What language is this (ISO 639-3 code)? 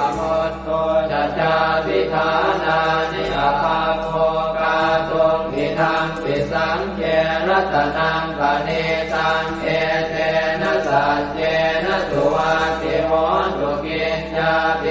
pli